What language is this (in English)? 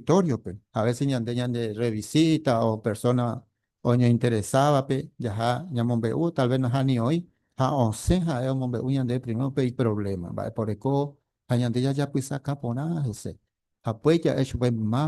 Guarani